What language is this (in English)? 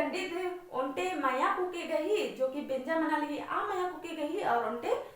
Kurukh